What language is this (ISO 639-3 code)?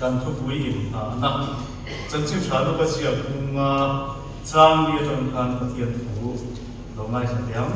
lus